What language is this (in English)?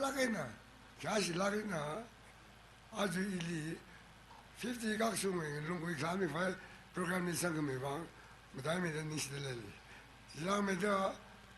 Tangkhul Naga (India)